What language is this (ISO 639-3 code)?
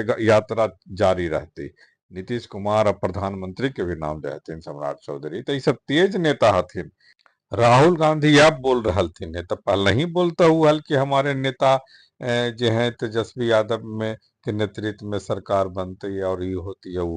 mag